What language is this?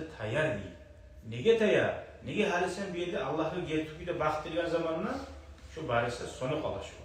Kumyk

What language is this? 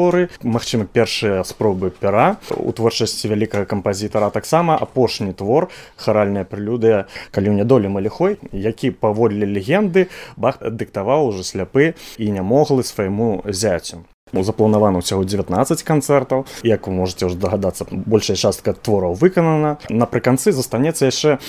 Belarusian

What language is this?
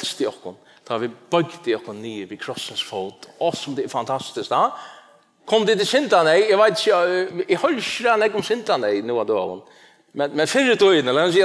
Faroese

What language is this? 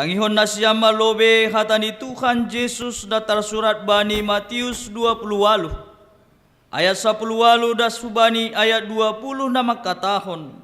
Batak Simalungun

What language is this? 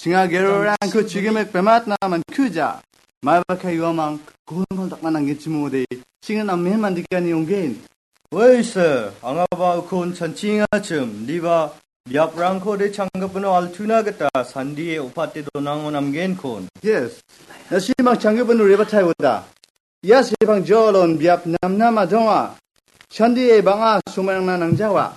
Garo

